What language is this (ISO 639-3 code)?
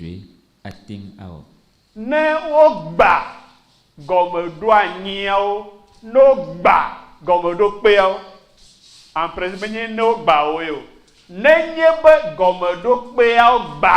ewe